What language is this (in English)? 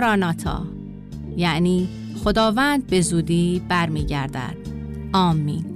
Persian